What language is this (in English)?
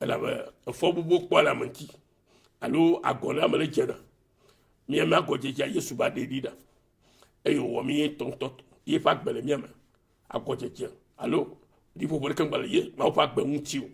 Ewe